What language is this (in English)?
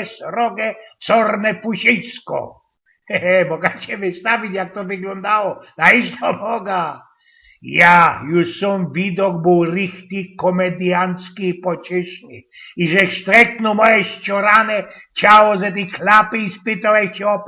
Silesian